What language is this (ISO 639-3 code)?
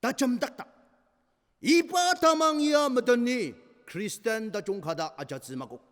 njo